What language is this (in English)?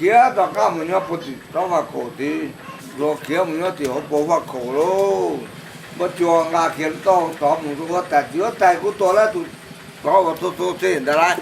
Hmong